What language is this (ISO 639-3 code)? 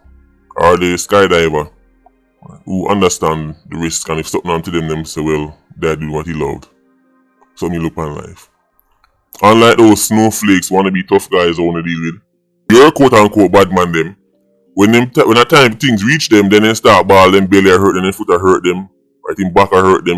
jam